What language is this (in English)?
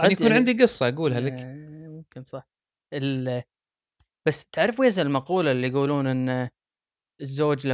Gulf Arabic